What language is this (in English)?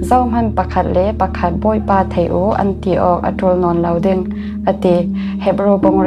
Falam Chin